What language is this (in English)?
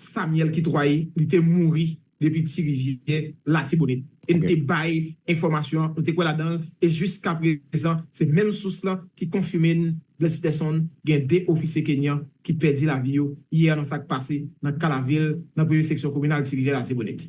Haitian Creole